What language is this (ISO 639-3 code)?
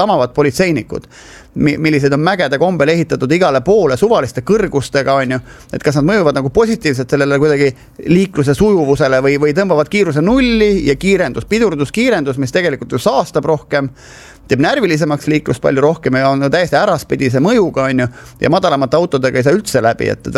est